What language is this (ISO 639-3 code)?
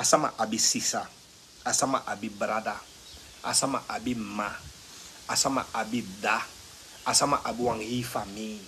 srn